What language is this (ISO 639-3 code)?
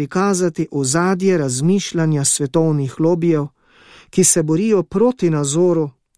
slv